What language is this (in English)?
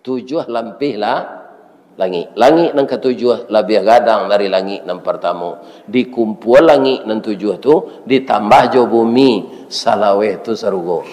Minangkabau